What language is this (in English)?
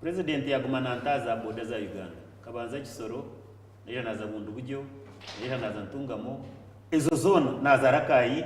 Nyankole